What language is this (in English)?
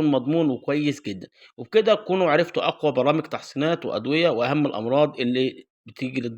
Egyptian Arabic